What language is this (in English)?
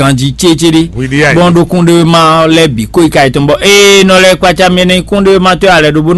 Fon